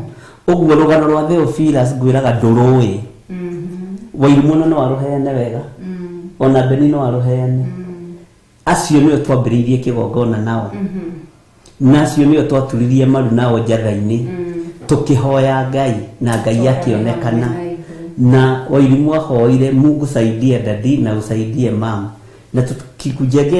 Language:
Kikuyu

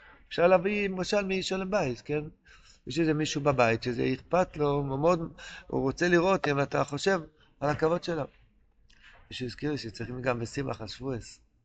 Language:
Hebrew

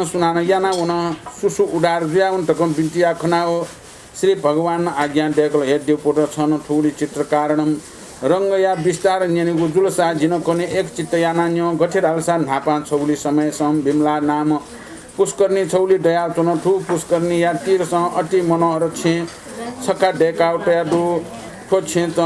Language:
Newari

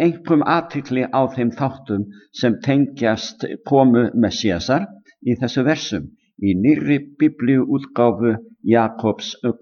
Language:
Icelandic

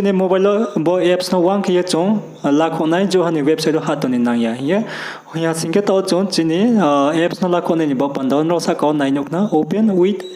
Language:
Riang (India)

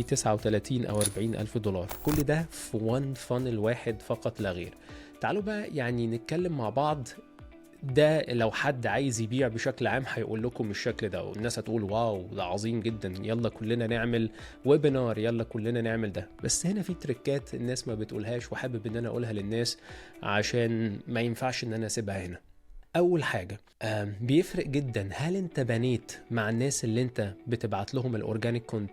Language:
Egyptian Arabic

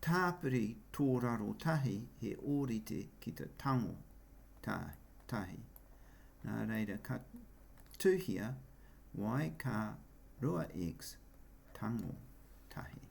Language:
Māori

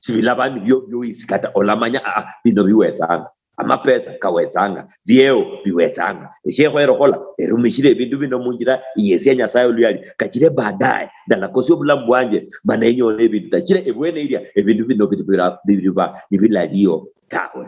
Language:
Luyia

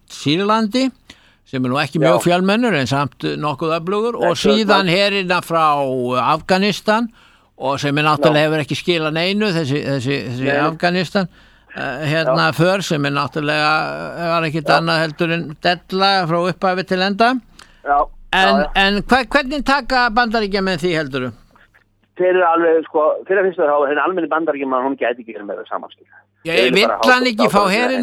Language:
Icelandic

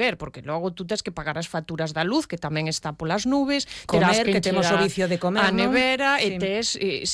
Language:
Galician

